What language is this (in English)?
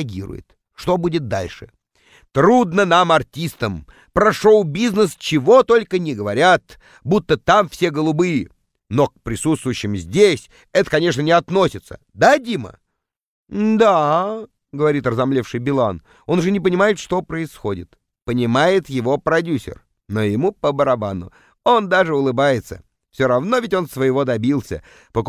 Russian